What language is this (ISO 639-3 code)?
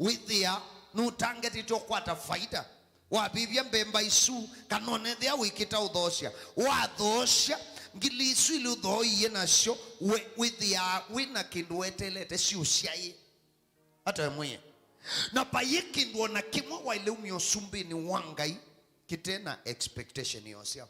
kam